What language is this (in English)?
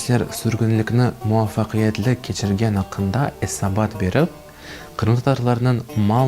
Crimean Tatar